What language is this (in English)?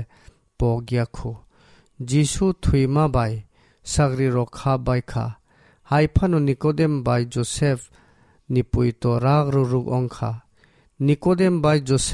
Kok Borok